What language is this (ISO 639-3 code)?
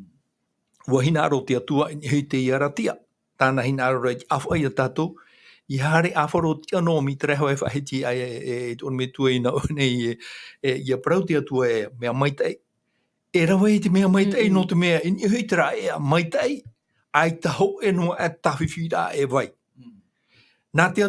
tah